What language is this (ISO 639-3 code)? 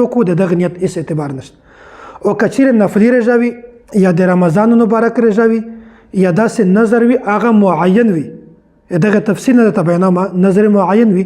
pus